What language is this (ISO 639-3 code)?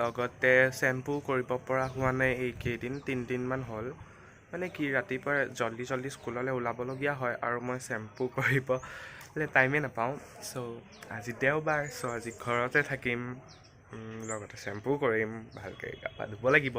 asm